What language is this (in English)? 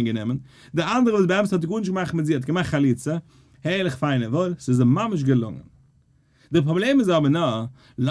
Yiddish